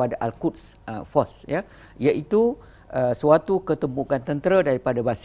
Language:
Malay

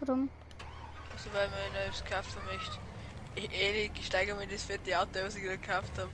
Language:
Bavarian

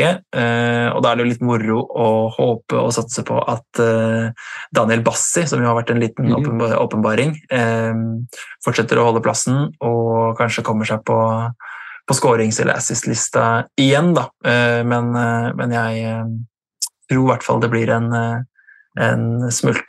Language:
Norwegian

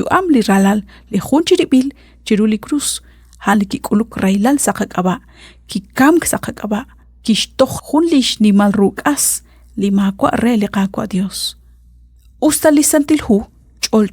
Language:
Kekchí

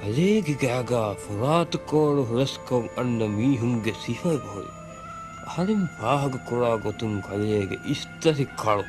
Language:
Divehi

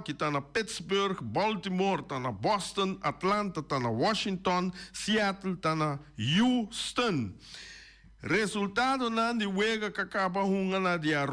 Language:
Papiamento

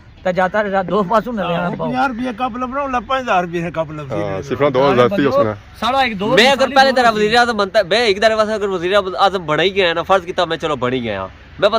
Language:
Pahari-Potwari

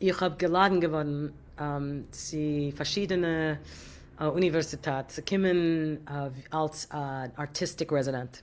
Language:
Yiddish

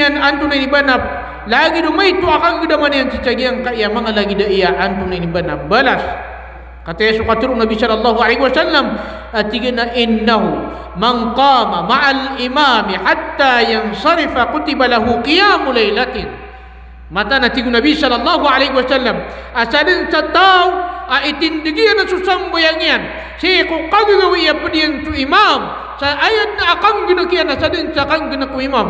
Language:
Maranao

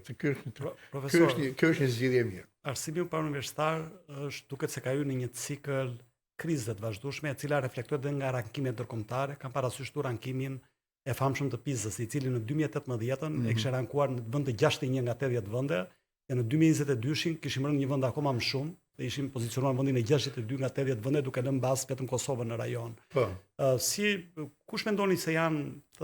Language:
Albanian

